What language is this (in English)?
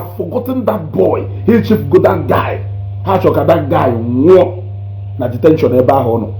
Igbo